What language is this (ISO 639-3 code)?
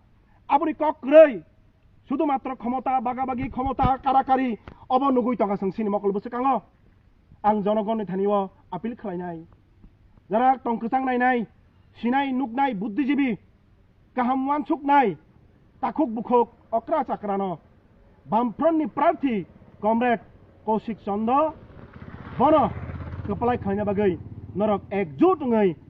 trp